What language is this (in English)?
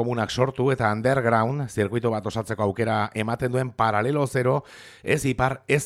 Basque